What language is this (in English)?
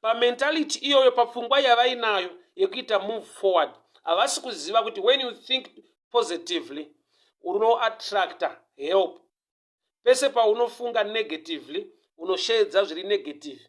Shona